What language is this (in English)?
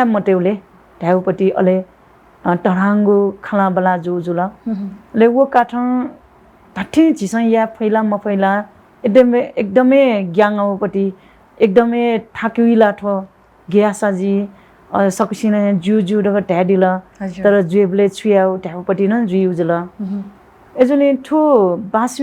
Newari